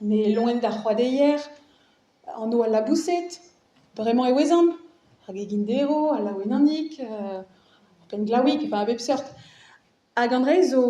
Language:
Breton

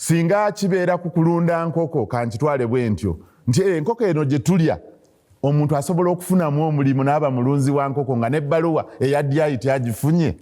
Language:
Ganda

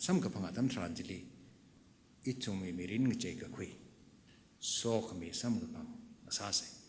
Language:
Tangkhul Naga (India)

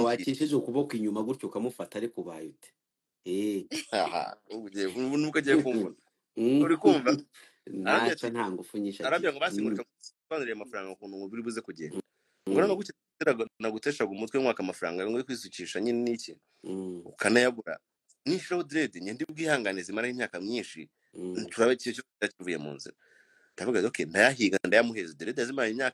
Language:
Kinyarwanda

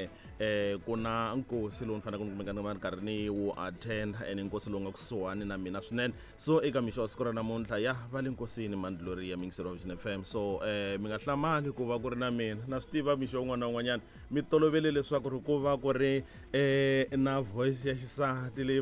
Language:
Tsonga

